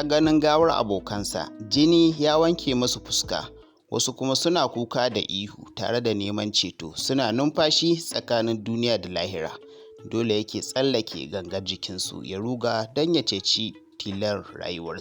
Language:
Hausa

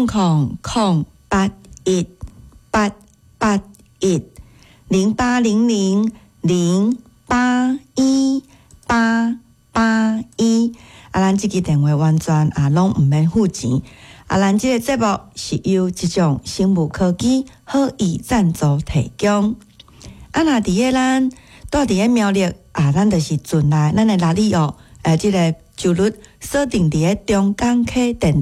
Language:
Min Nan Chinese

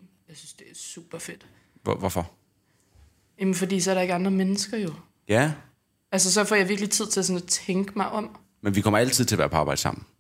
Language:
Danish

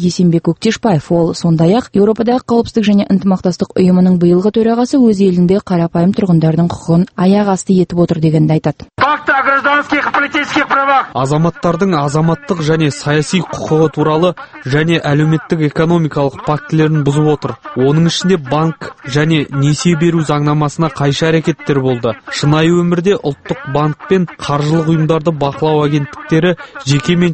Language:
Kazakh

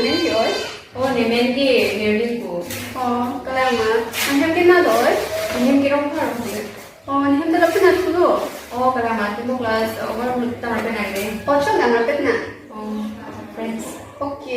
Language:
Karbi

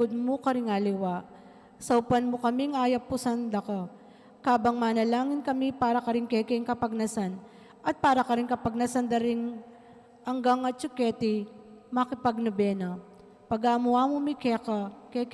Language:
Pampanga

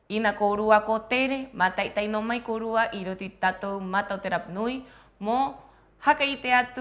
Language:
Rapanui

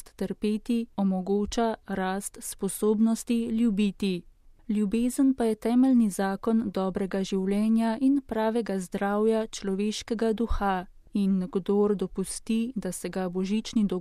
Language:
Slovenian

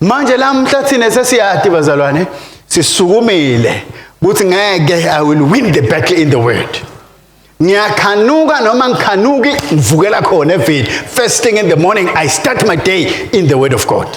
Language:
Swati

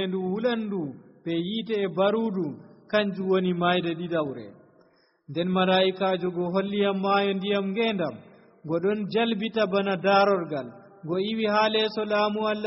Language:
Nigerian Fulfulde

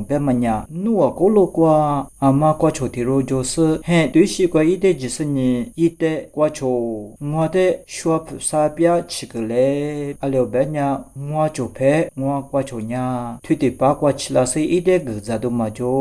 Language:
Lisu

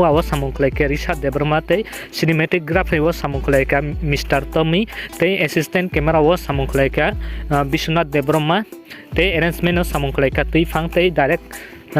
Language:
Kok Borok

